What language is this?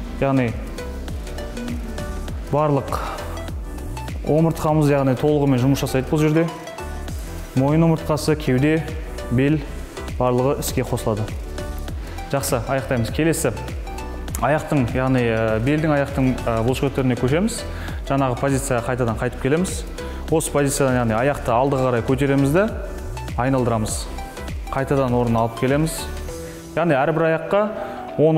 Kazakh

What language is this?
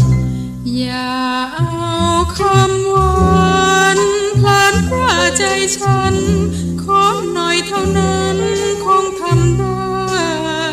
Thai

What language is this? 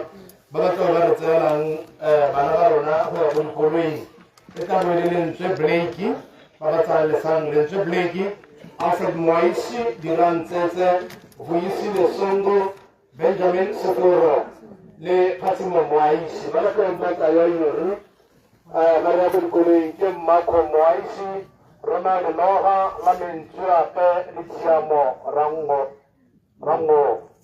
Tswana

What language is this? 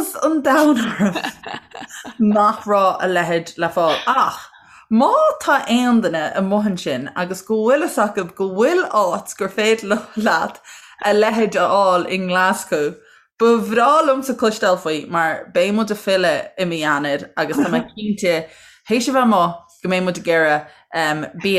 Irish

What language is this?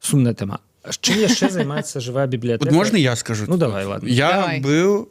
Belarusian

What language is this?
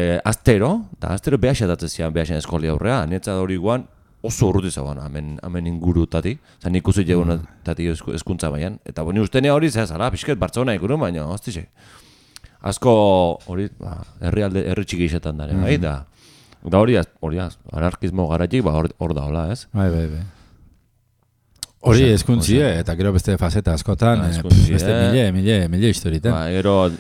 Basque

